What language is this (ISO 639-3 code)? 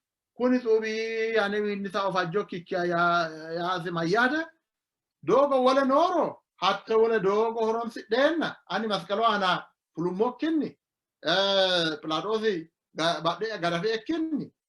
sid